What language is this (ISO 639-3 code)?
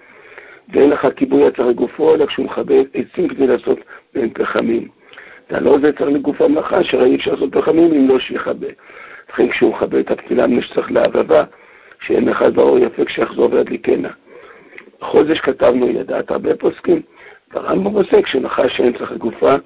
heb